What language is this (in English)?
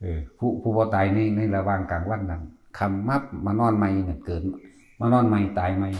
Northeastern Thai